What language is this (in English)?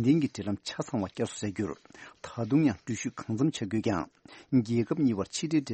Tibetan